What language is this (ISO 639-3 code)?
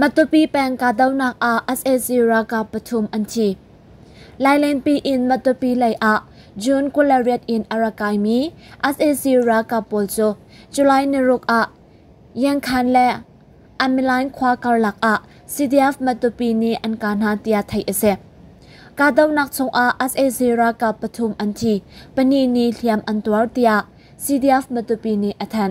cnh